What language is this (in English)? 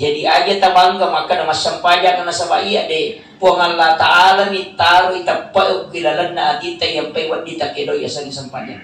Buginese